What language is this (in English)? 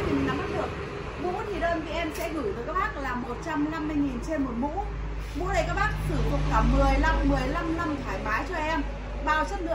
Vietnamese